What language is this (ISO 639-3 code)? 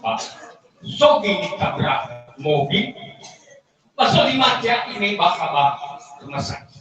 nia